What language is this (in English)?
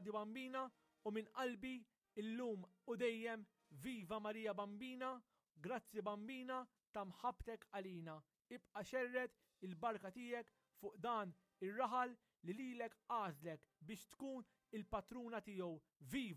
Maltese